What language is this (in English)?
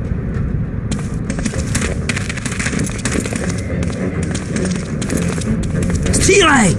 Czech